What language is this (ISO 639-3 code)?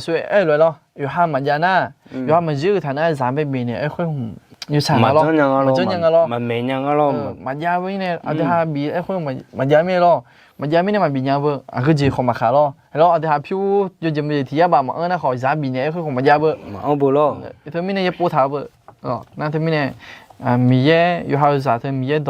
ahk